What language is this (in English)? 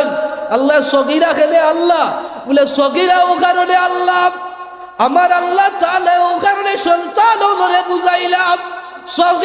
Sylheti